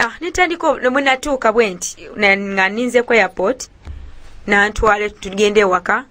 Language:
Ganda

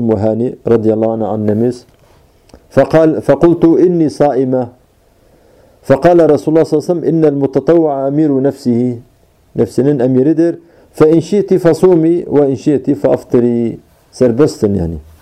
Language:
Turkish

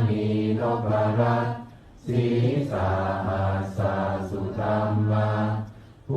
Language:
Pali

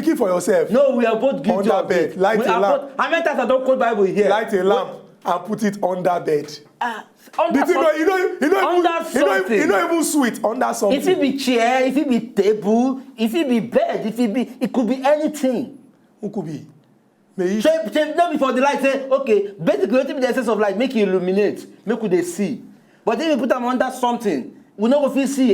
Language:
Nigerian Pidgin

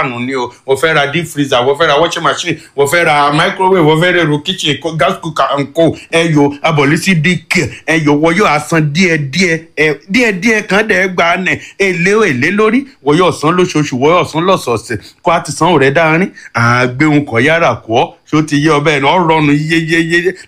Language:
Yoruba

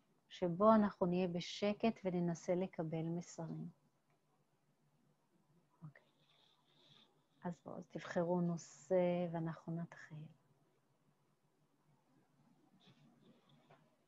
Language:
Hebrew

